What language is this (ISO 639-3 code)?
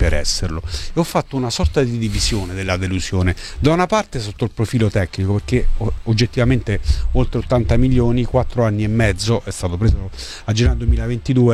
ita